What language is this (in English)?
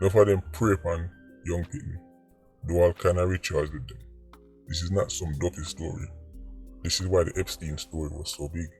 Jamaican Creole English